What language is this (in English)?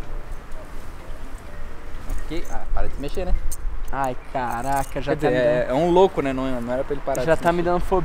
Portuguese